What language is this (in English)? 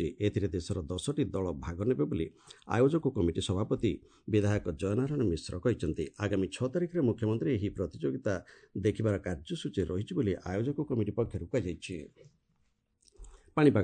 Odia